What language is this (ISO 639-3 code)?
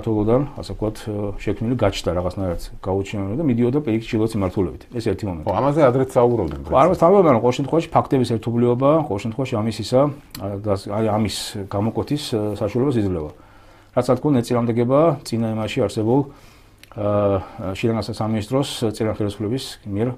kat